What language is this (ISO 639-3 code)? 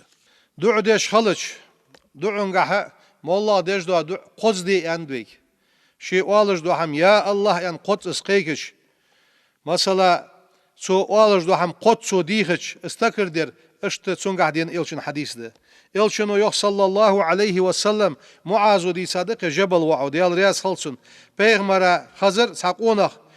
inh